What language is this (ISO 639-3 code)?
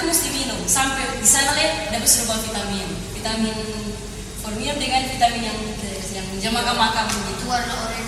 xmm